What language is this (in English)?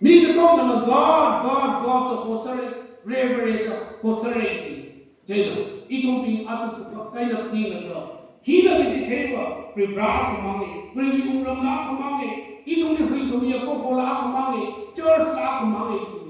Tangkhul Naga (India)